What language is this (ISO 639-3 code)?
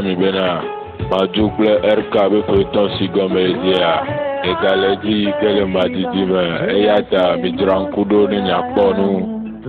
ewe